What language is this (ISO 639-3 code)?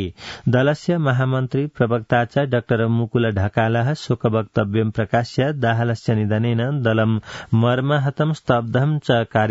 san